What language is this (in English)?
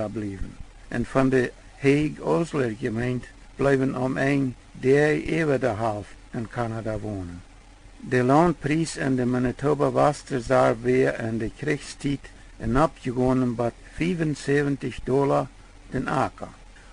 Plautdietsch